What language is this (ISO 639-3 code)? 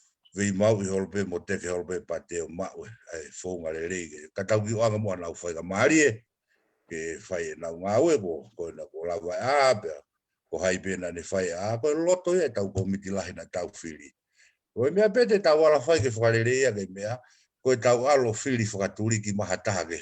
ton